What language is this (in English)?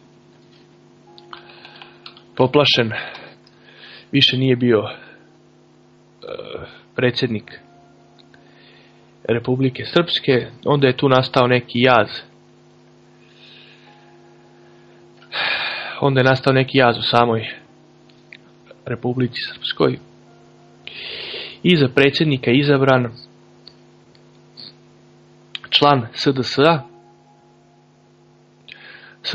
Serbian